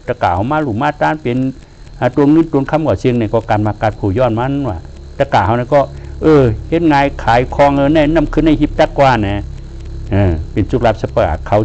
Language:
Shan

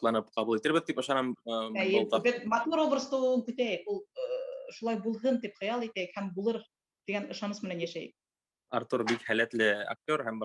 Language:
Bashkir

